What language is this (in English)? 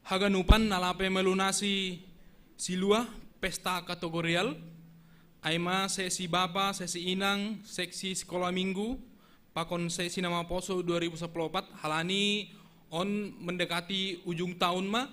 Batak Simalungun